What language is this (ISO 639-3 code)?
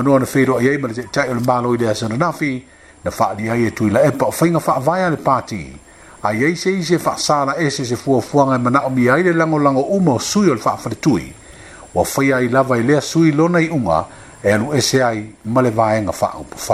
smo